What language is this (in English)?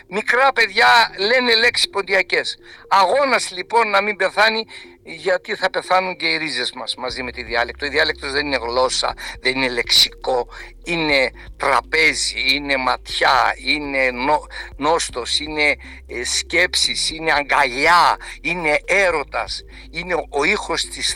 Greek